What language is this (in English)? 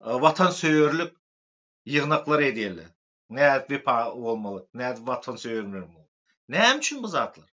Turkmen